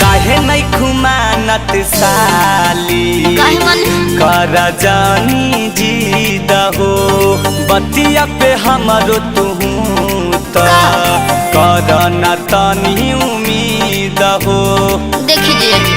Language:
Magahi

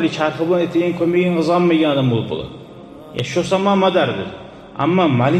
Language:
Kumyk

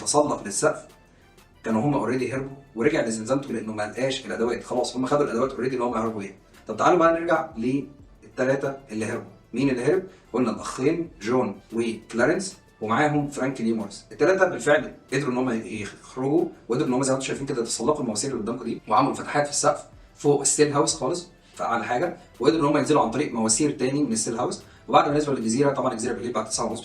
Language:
Egyptian Arabic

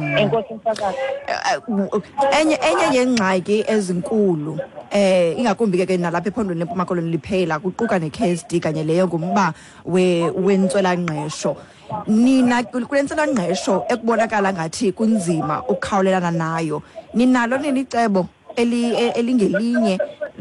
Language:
Xhosa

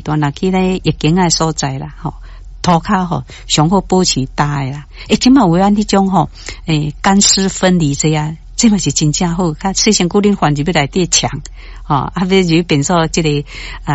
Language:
Min Nan Chinese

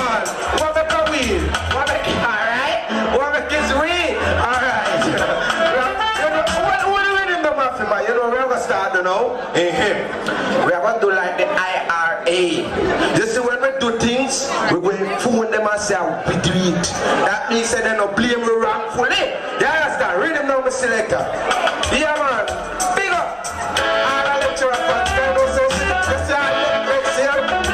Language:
Jamaican Creole English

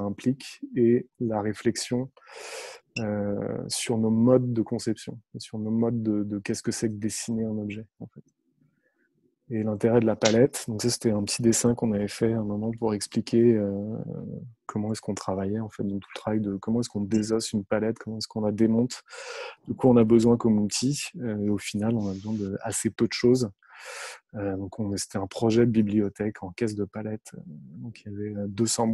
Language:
French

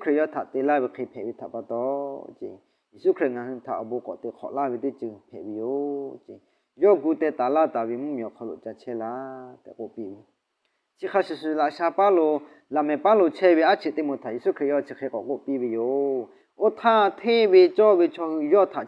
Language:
Lahu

